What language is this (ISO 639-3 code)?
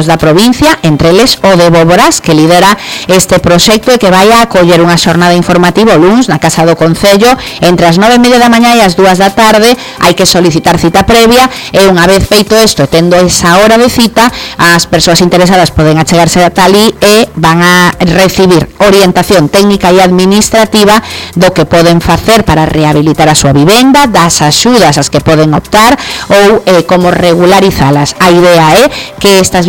glg